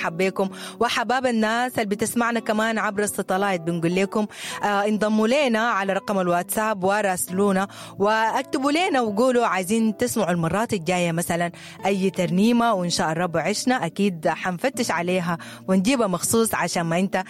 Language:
Sudanese Arabic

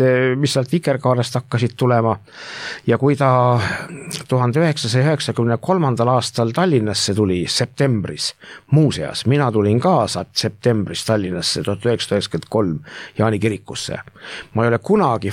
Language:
Estonian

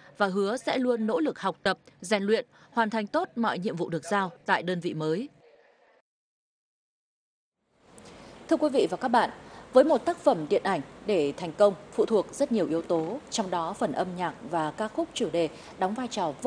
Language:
Vietnamese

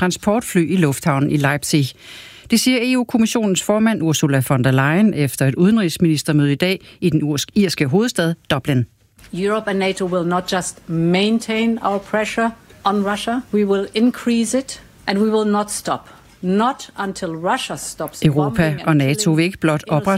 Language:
Danish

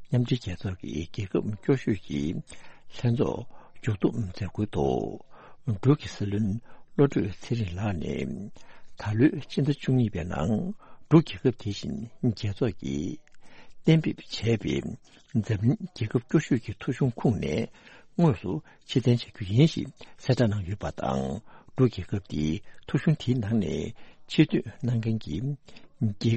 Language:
Tibetan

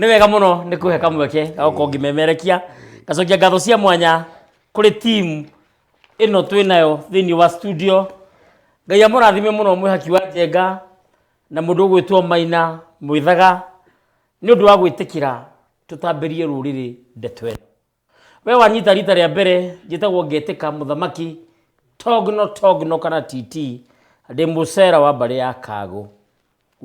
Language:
Kikuyu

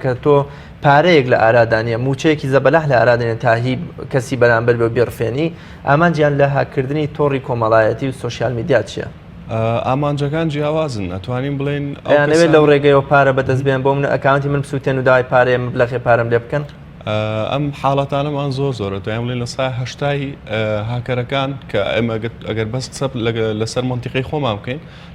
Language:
Central Kurdish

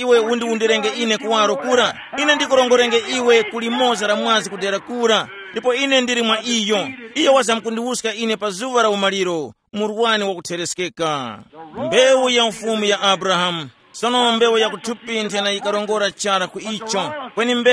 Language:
Tumbuka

